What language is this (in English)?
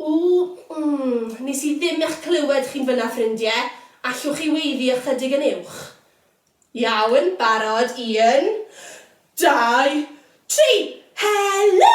Welsh